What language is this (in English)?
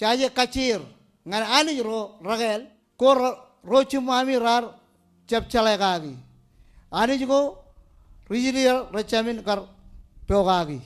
Marshallese